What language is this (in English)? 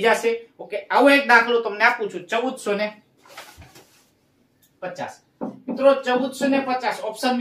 Gujarati